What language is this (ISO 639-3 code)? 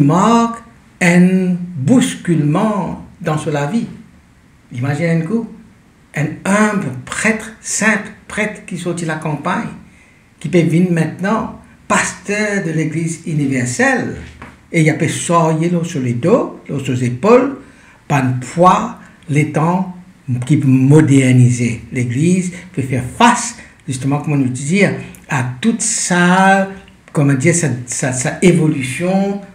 mfe